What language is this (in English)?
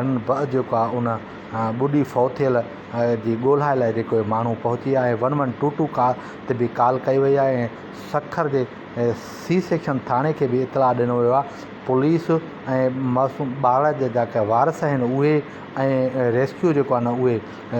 Sindhi